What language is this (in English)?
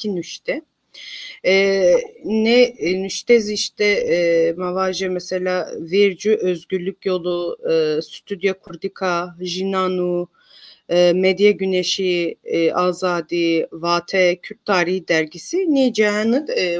Zaza